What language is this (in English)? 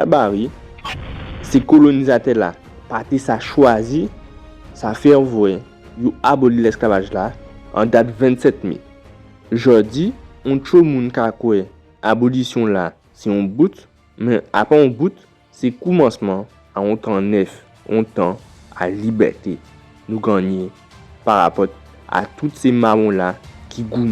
Guadeloupean Creole French